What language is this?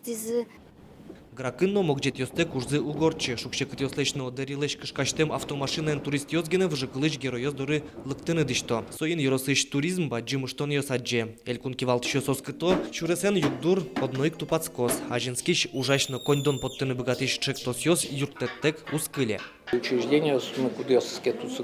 Udmurt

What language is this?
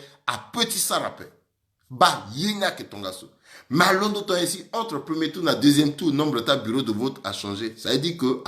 Sango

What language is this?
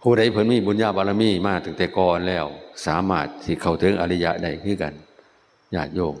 Northeastern Thai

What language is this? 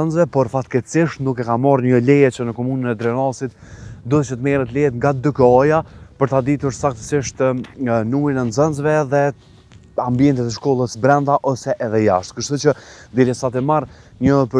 Albanian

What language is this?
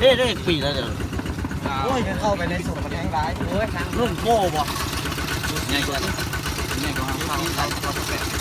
Lao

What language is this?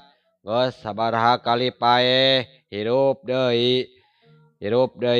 Sundanese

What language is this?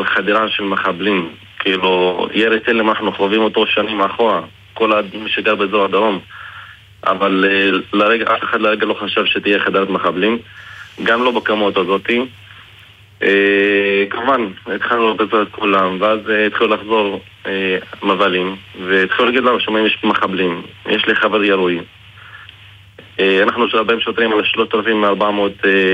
Hebrew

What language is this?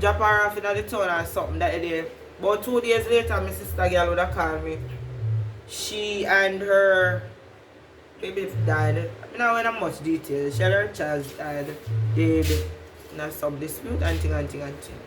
Jamaican Creole English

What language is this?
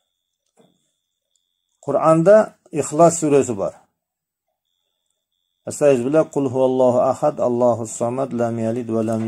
Kyrgyz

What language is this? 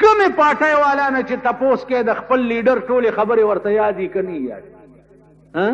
Pashto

